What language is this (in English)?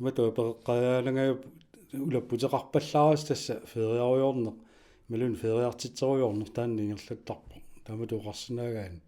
Kalaallisut